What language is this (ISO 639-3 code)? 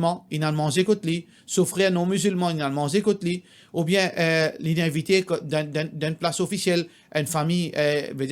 mfe